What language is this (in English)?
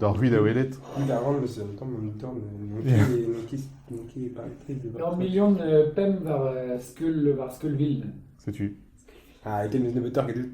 Breton